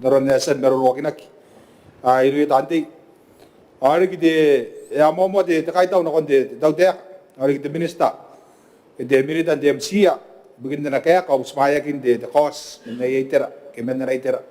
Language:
Gilbertese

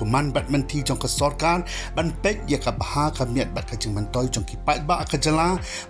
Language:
Khasi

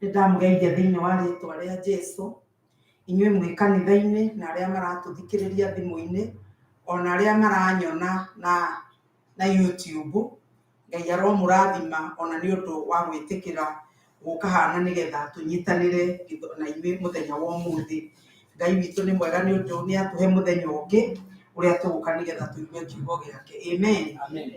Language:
Kikuyu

